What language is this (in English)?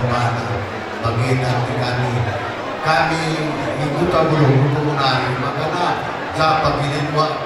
Batak Karo